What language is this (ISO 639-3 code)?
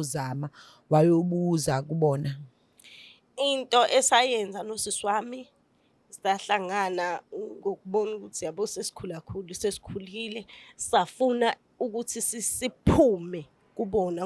zul